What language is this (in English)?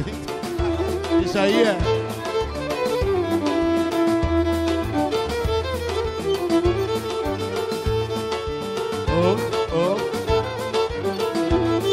Greek